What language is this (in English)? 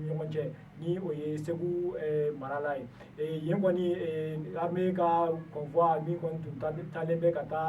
Bambara